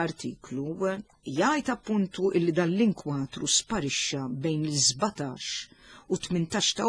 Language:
Maltese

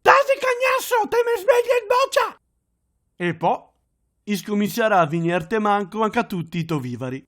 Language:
Venetian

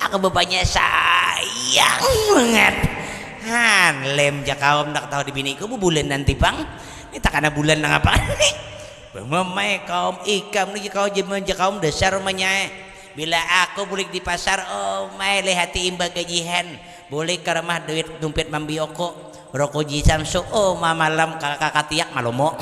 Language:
Banjar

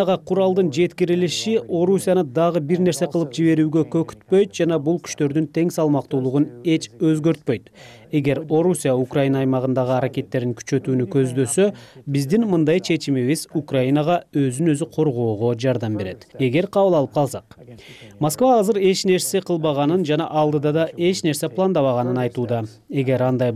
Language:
Kyrgyz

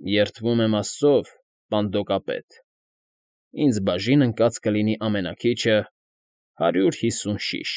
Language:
Armenian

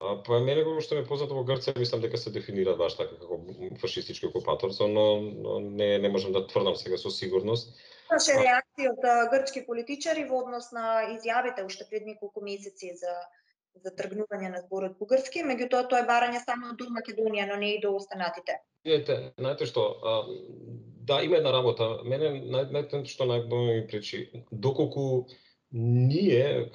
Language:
Macedonian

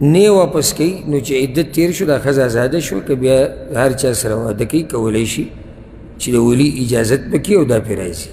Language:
Pashto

